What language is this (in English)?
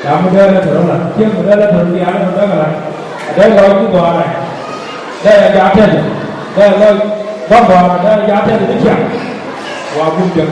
Nuer